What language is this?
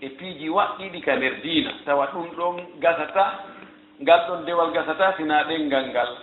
Fula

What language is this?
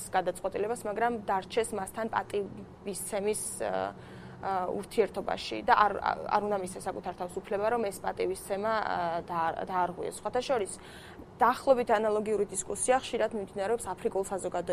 Georgian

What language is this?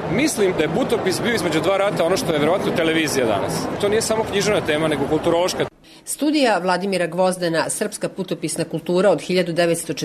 Serbian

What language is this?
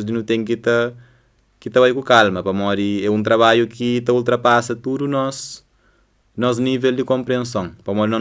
Kabuverdianu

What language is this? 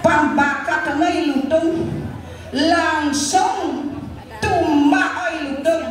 Balinese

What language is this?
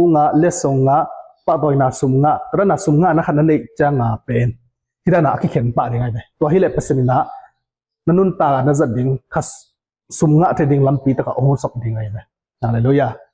Tedim Chin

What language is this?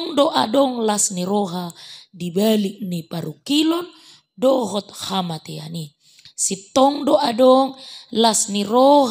Batak Toba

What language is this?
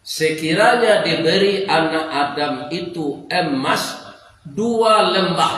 Minangkabau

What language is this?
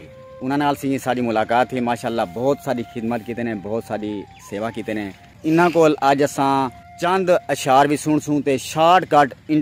Saraiki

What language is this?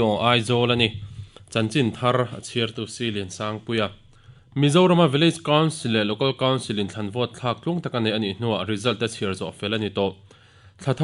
Mizo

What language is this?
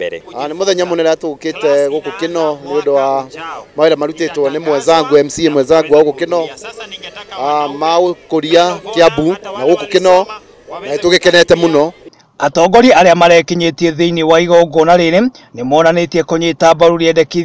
Kikuyu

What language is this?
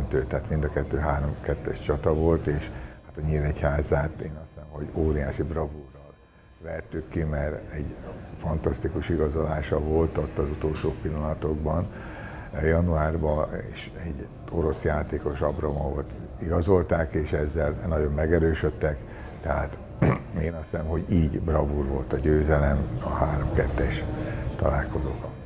Hungarian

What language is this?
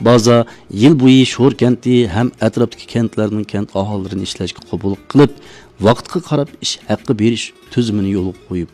Uyghur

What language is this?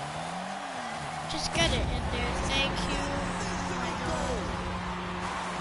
English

